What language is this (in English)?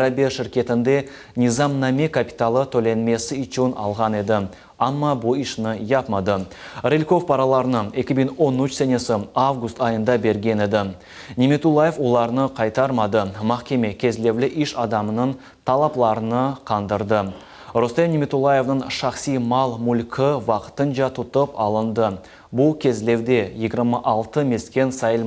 Crimean Tatar